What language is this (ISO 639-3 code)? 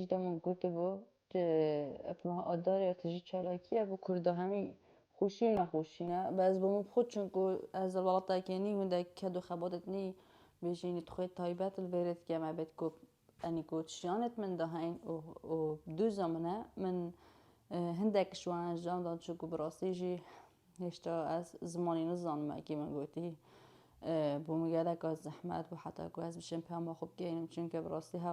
kur